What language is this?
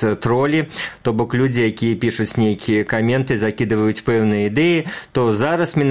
Belarusian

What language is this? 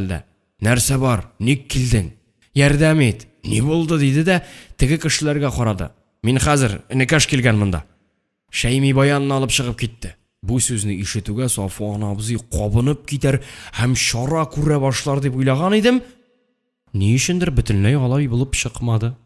Tatar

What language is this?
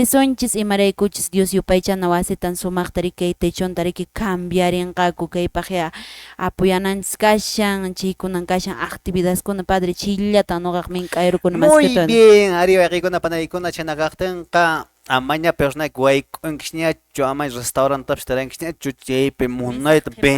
Quechua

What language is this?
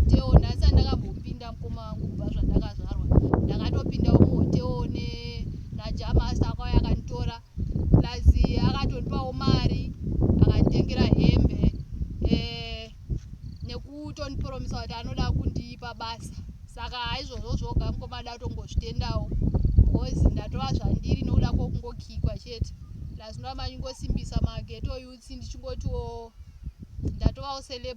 Shona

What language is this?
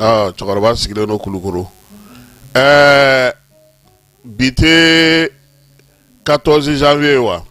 Bambara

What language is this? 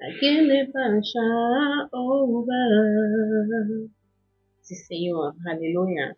Papiamento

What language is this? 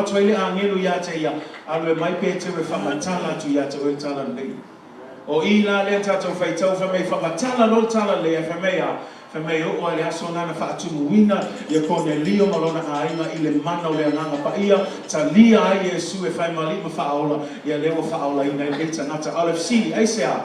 Samoan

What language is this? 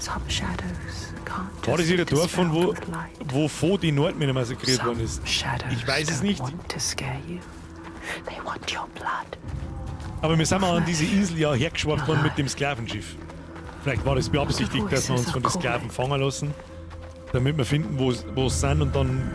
Bavarian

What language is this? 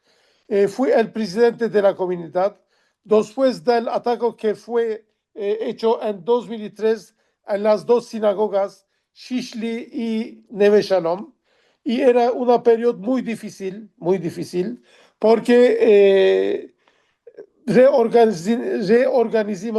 Ladino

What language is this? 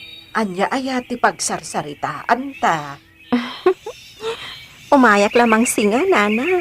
Iloko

